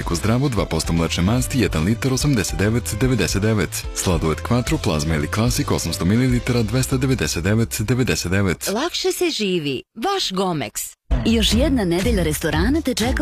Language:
Serbian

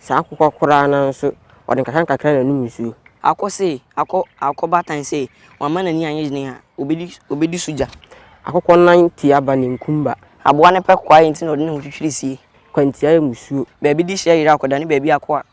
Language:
Akan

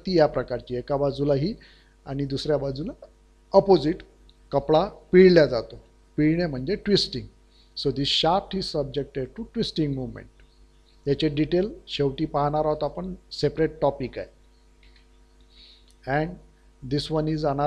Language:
Marathi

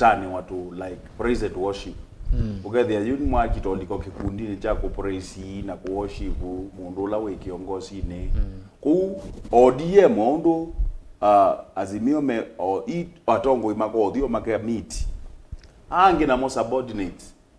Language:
Kamba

